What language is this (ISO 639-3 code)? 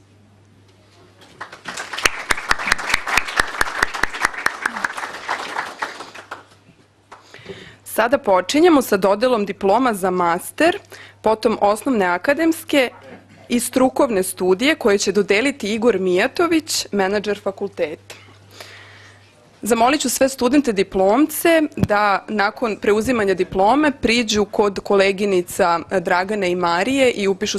srp